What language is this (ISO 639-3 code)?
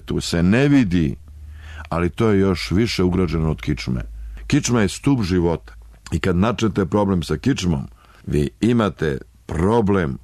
srp